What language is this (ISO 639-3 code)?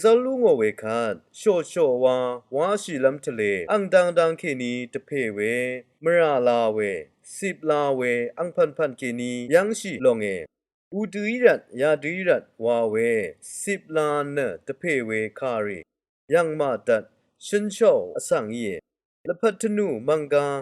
raw